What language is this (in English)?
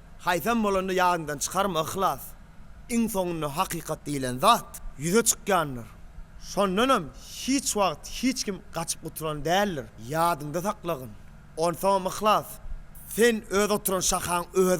Turkmen